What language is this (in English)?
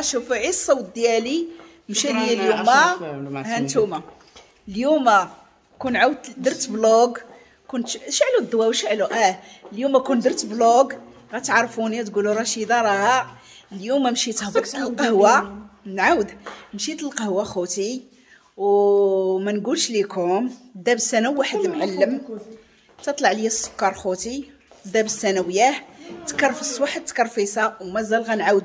Moroccan Arabic